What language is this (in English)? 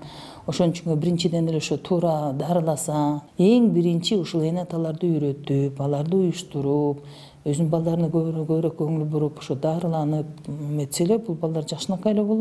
Kyrgyz